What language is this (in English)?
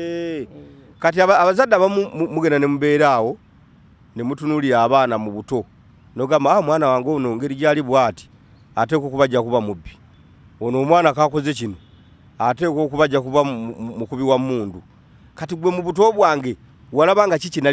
Ganda